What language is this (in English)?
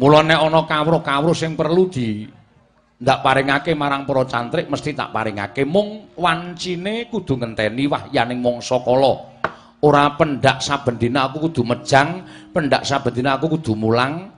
Javanese